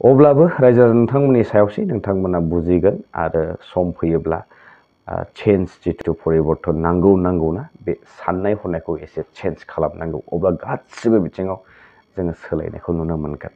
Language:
Bodo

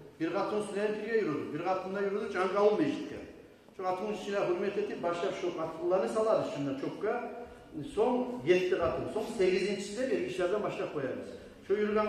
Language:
Kumyk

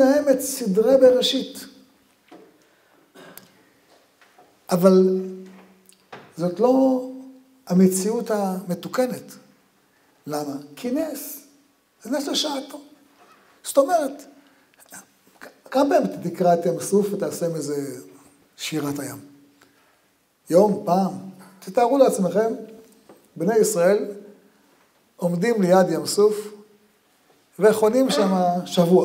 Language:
Hebrew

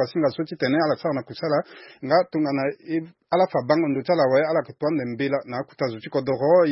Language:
Sango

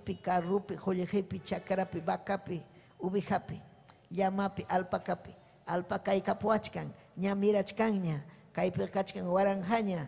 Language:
Ayacucho Quechua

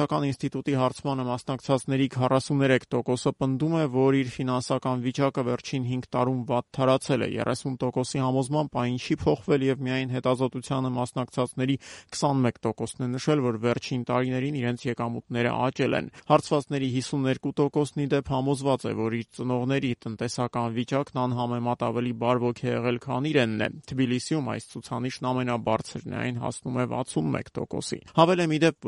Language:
Armenian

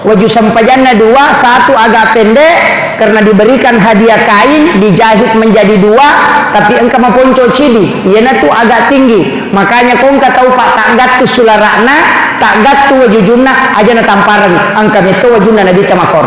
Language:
Buginese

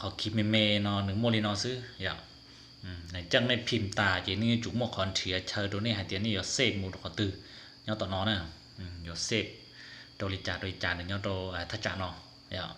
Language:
Hmong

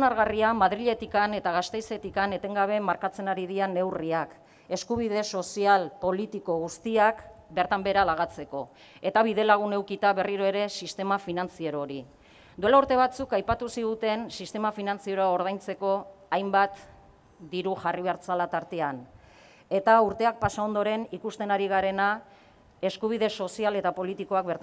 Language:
Basque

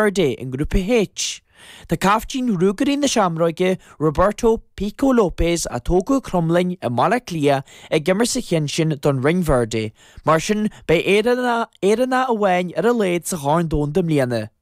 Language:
Irish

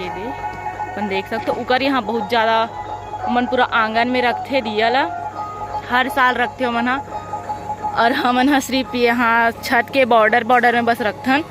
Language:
Chhattisgarhi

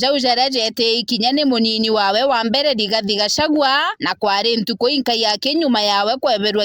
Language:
Meru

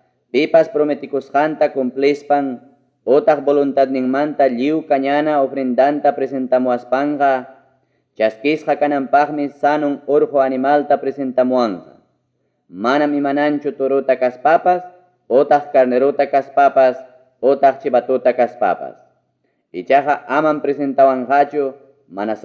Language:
Ayacucho Quechua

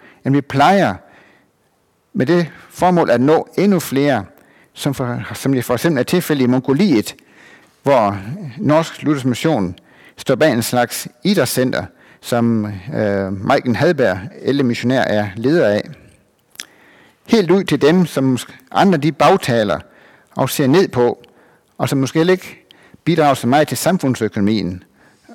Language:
Danish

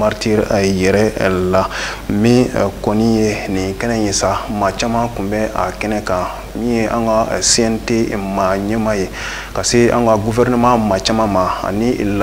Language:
Bambara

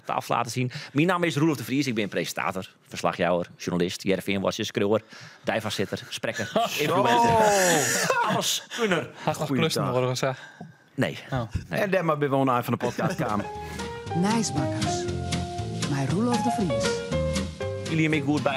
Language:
Western Frisian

